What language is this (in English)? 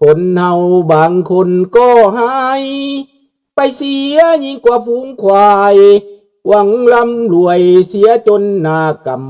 Lao